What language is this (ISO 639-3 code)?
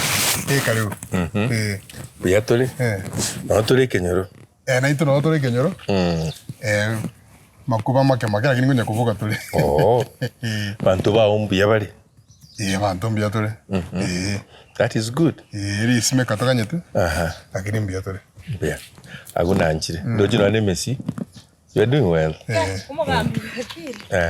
guz